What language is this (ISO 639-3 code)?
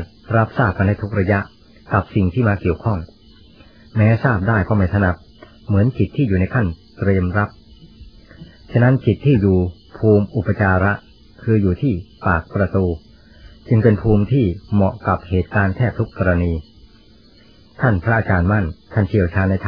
tha